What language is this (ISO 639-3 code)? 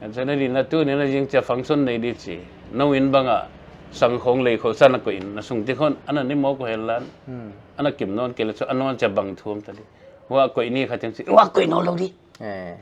pck